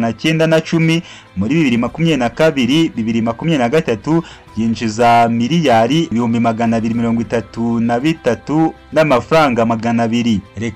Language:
Kinyarwanda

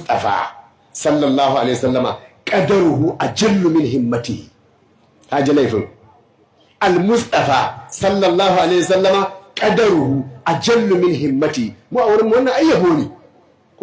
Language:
Hausa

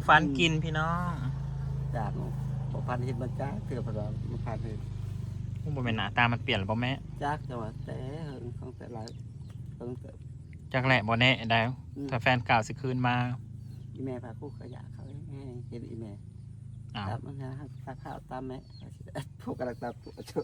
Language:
Northeastern Thai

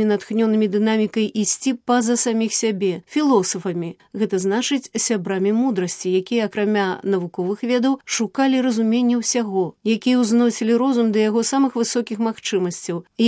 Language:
Belarusian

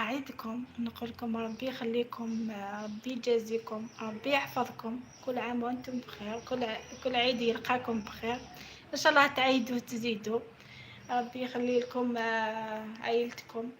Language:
Algerian Arabic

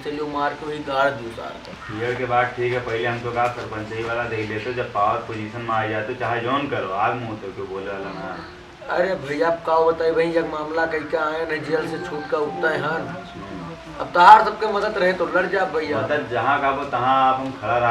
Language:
Awadhi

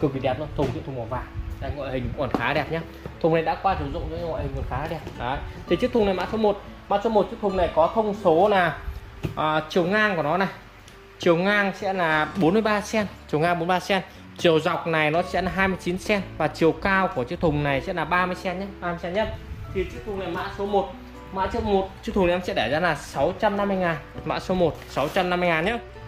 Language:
Vietnamese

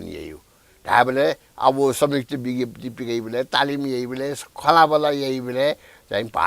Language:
Newari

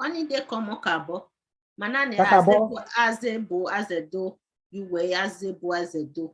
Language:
Bini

